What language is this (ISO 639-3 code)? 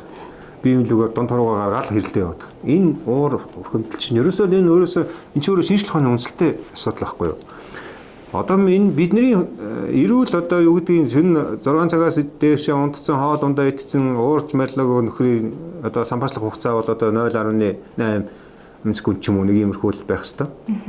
mon